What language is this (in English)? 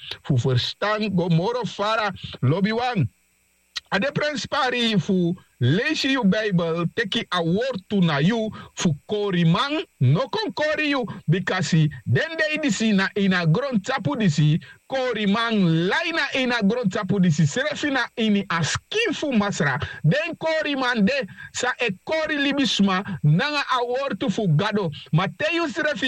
Sranan Tongo